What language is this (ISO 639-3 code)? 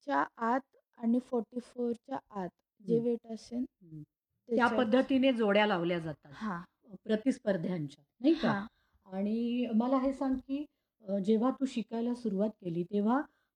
mar